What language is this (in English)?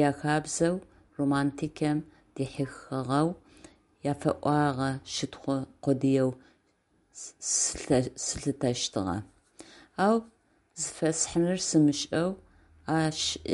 Adyghe